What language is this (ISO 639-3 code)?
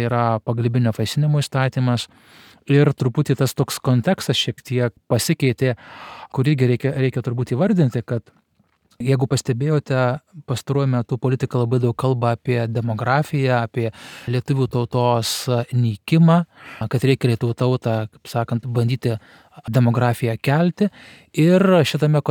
lit